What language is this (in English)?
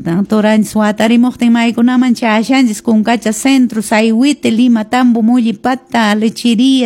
Quechua